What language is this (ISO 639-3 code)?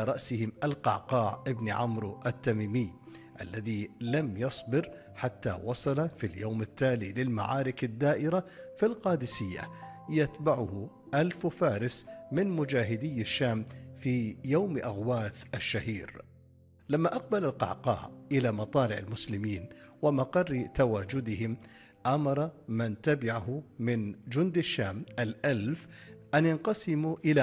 ara